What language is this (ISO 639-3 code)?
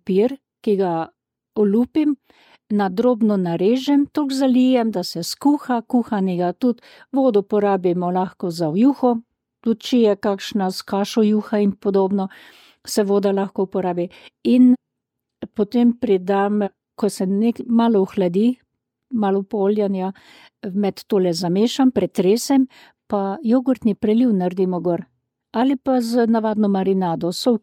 slv